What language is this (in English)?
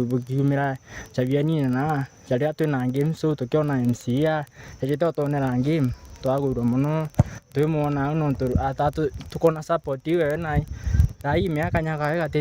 Meru